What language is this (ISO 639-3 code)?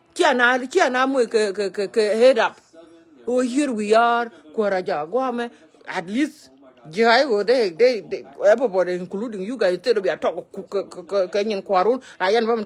nus